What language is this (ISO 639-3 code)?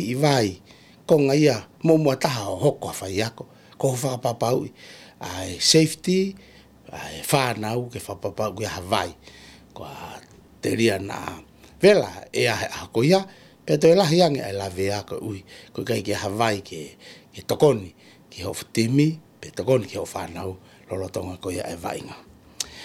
ton